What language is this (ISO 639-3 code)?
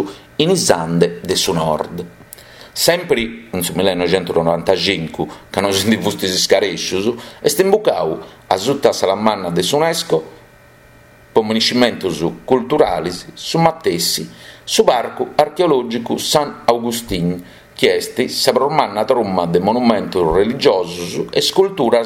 srd